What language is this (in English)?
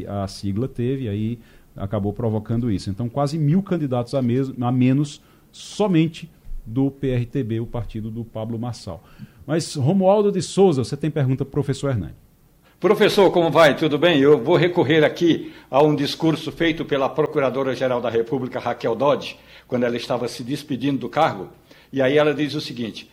Portuguese